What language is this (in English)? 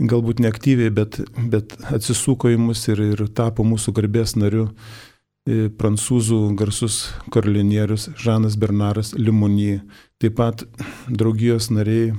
Lithuanian